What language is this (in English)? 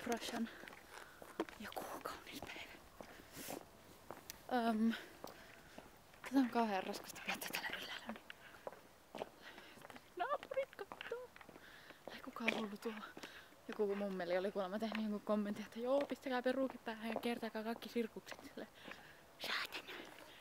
Finnish